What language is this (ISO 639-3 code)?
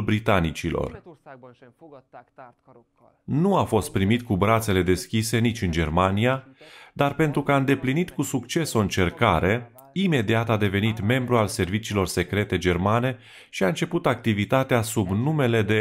ron